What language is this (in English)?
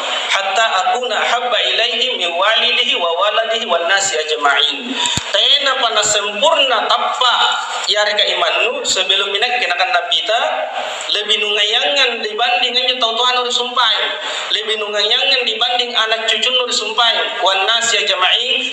Makasar